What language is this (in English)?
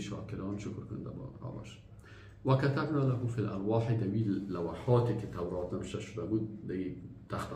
Persian